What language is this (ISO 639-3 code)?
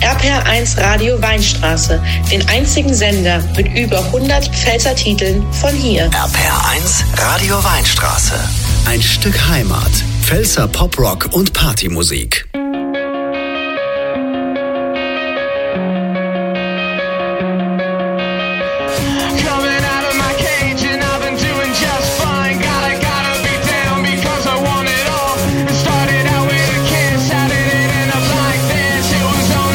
deu